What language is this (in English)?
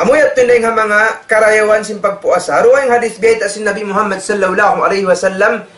Tausug